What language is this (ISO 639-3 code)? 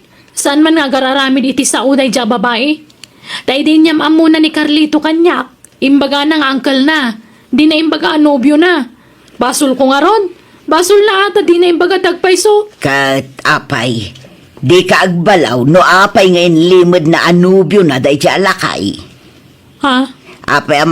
ilo